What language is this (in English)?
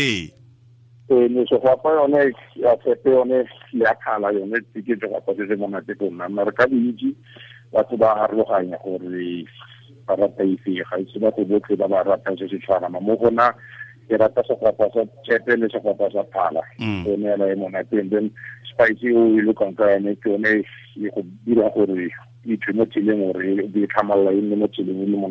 Tswana